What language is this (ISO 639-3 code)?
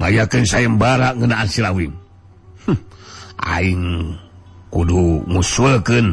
sun